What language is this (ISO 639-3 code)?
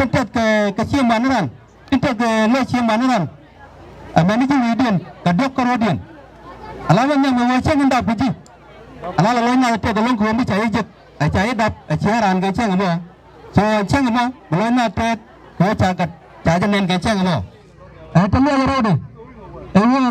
nus